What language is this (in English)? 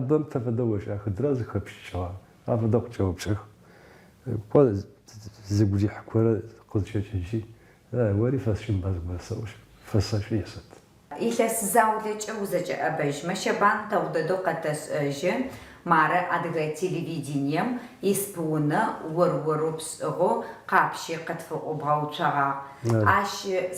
Adyghe